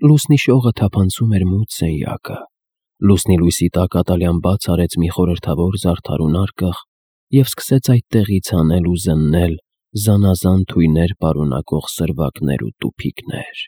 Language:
Armenian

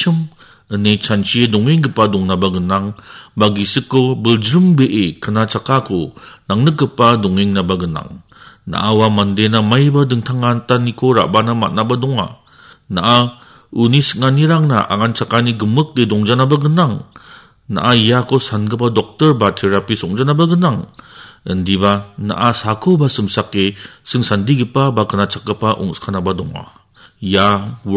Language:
Garo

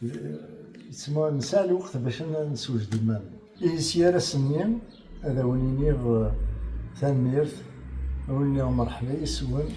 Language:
Kabyle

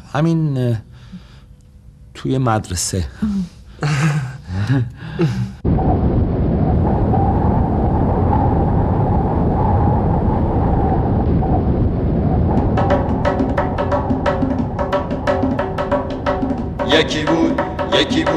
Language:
Persian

